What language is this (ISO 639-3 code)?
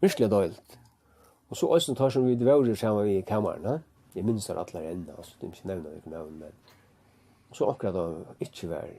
fao